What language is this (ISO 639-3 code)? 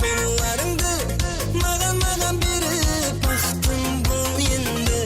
kaa